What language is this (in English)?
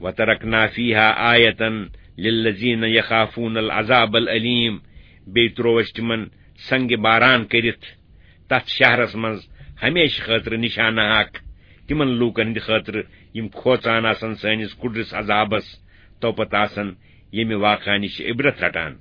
Kashmiri